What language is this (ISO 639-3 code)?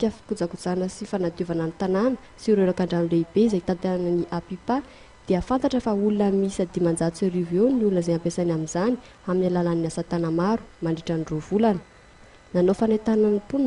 mlg